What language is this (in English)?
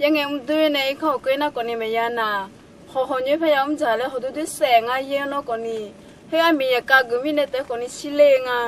Akha